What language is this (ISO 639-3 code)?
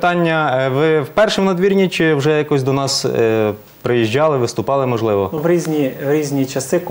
ukr